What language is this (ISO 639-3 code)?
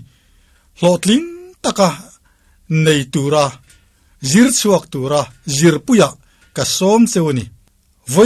lus